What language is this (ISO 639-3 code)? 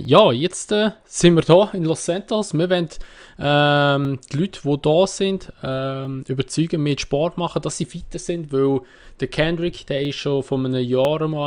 gsw